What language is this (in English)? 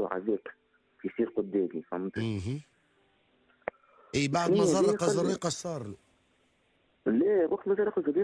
Tunisian Arabic